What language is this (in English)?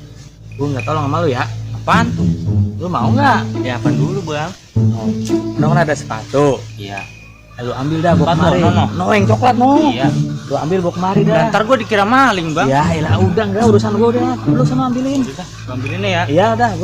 Betawi